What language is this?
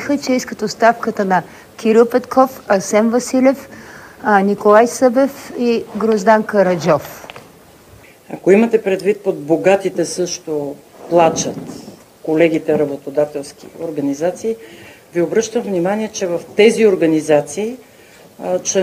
Bulgarian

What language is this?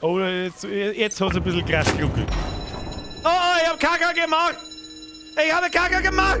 Bavarian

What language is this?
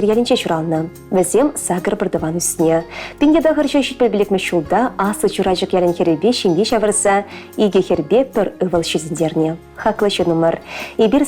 Chuvash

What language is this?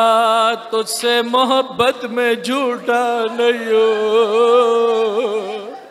Urdu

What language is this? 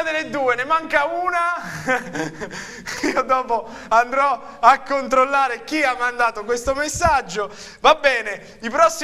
Italian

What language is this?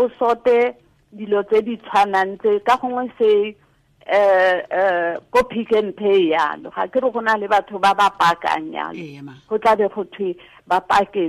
Tswana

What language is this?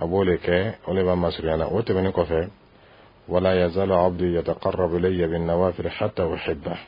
Dyula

